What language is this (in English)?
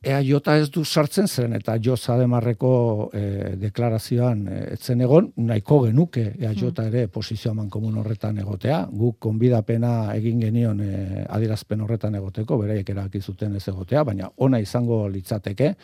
Basque